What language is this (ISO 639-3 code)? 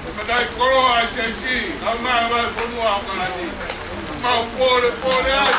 ton